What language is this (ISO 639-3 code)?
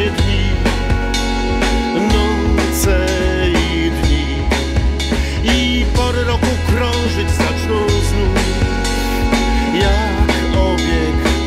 pol